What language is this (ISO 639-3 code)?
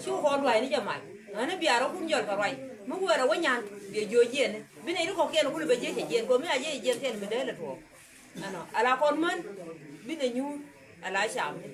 nus